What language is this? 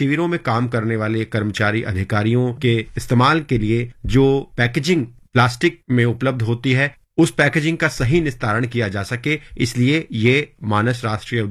Hindi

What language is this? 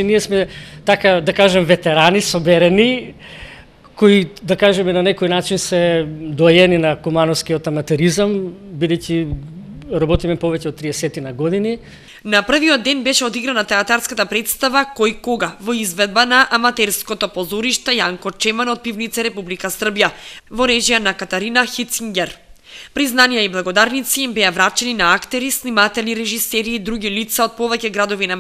Macedonian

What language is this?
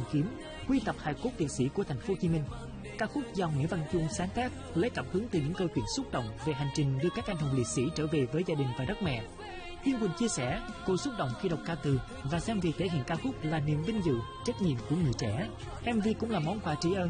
Vietnamese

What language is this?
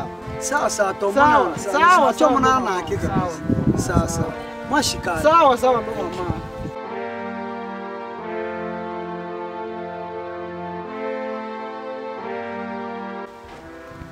Swahili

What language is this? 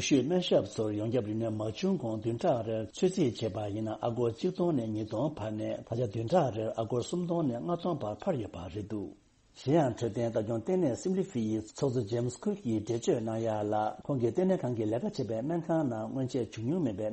Tibetan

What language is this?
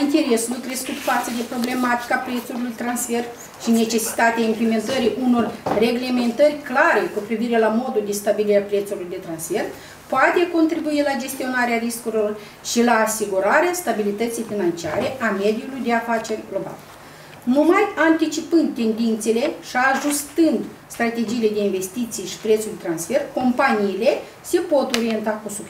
Romanian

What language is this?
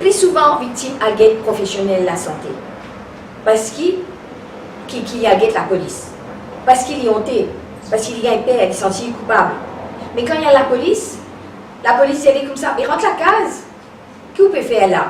Morisyen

